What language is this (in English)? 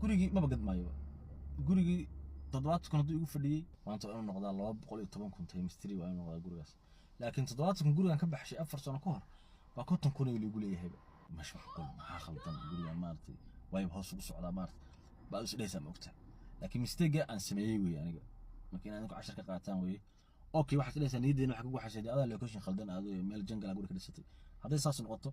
Somali